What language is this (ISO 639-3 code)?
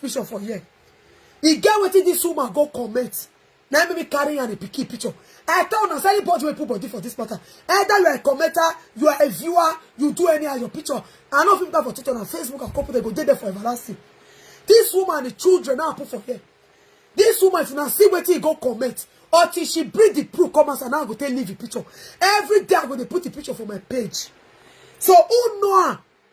pcm